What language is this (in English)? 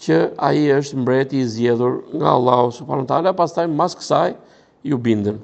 Albanian